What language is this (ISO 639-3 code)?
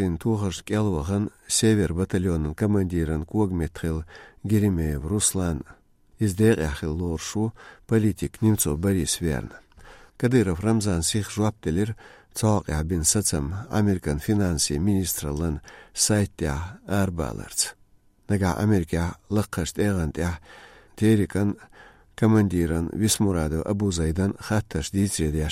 che